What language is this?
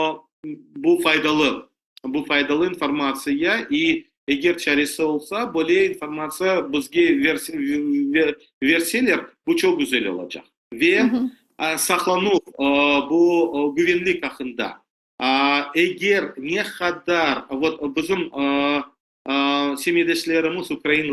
Crimean Tatar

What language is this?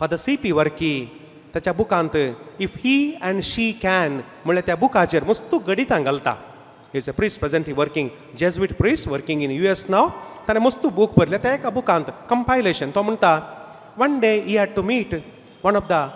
Konkani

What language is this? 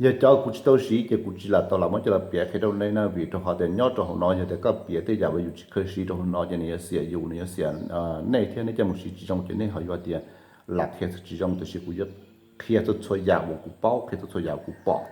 Hmong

